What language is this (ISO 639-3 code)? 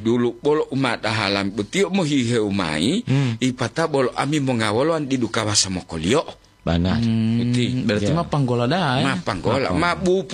gor